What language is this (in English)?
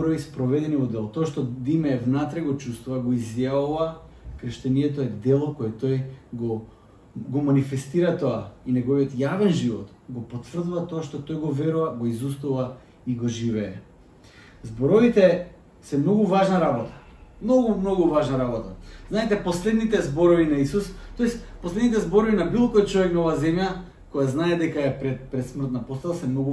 Macedonian